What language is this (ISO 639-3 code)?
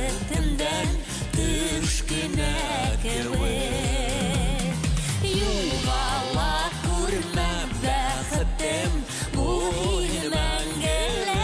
bak